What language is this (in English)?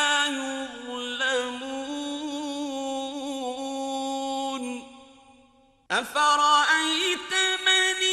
Arabic